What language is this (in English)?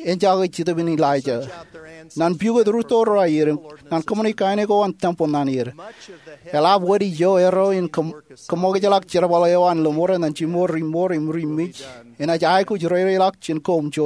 Marshallese